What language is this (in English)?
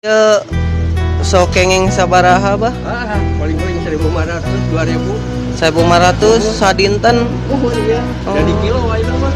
Sundanese